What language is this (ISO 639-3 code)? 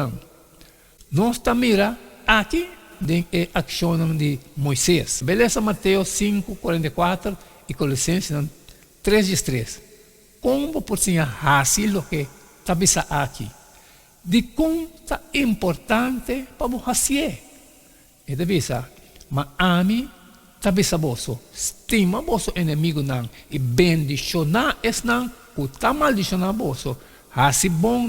pap